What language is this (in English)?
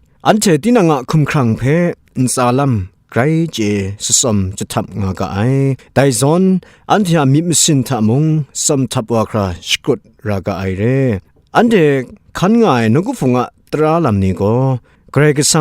Kachin